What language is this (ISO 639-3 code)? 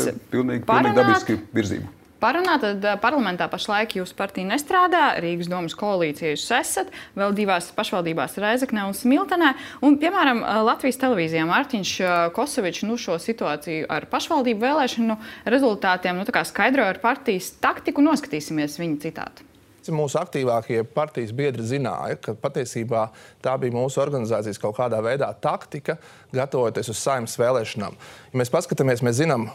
lav